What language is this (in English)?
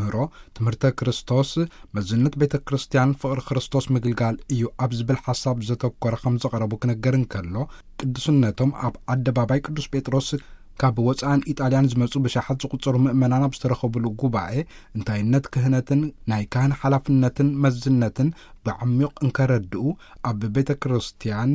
Tigrinya